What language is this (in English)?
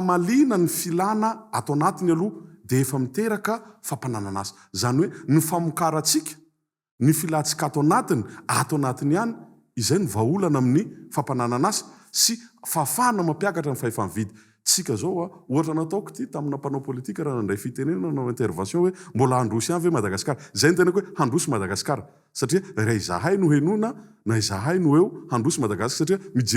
Malagasy